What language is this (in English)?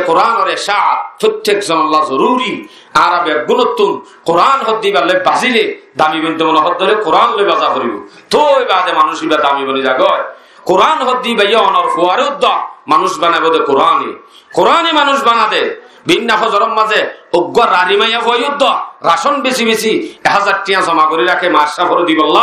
Rohingya